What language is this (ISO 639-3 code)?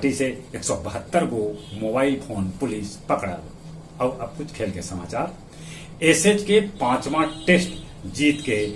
mag